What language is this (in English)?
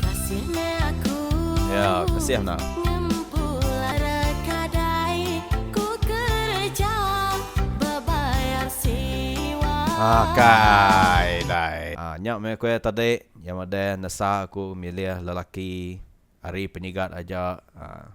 Iban